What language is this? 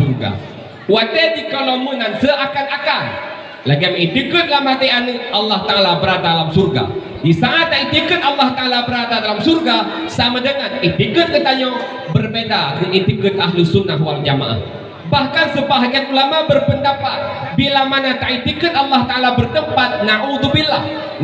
Achinese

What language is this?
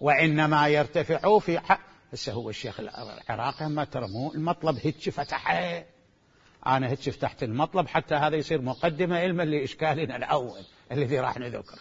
Mesopotamian Arabic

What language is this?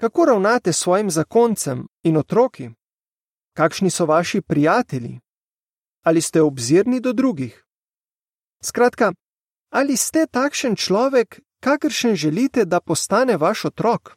Slovenian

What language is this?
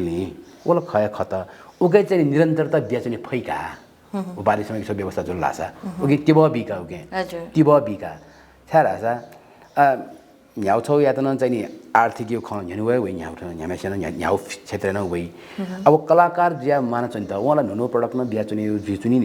Newari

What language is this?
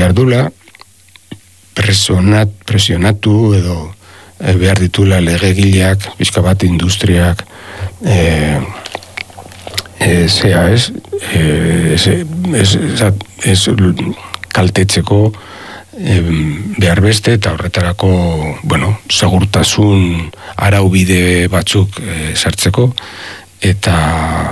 Basque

